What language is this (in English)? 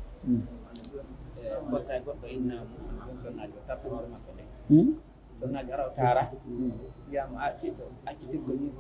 Pular